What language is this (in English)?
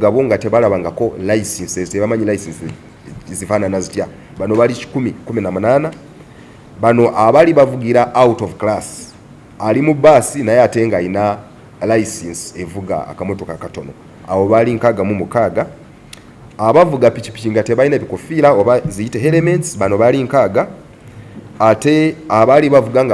Ganda